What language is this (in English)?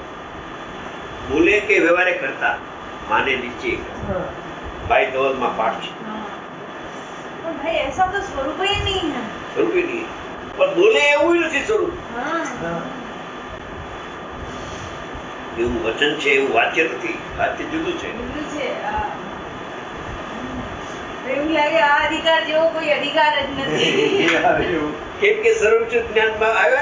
Gujarati